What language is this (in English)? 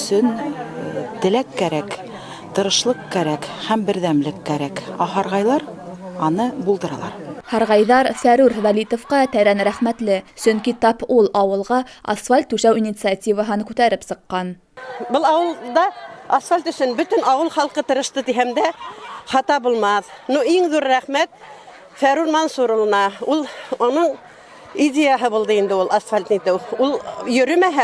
Bashkir